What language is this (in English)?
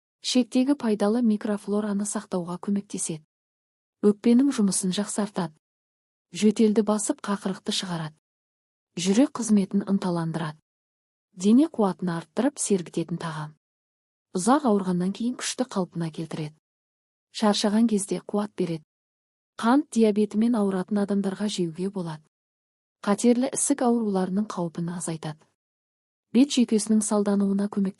Kazakh